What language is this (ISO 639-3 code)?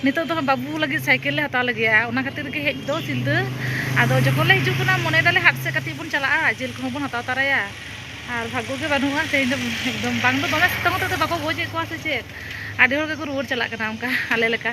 sat